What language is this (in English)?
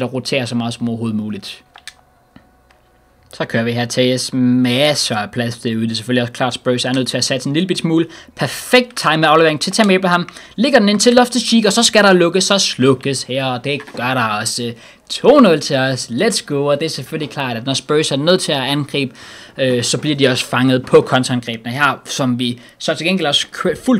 Danish